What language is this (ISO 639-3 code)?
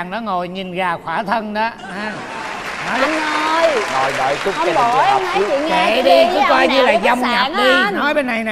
vie